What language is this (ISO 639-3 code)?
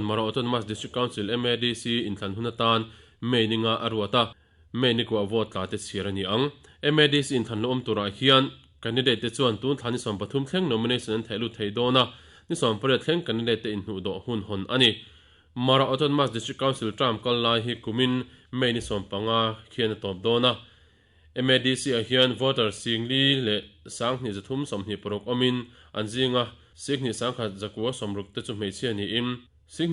lus